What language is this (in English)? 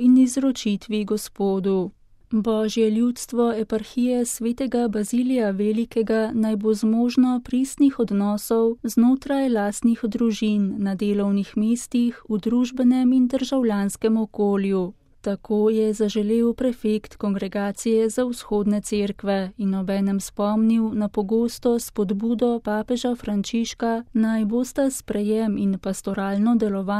Slovenian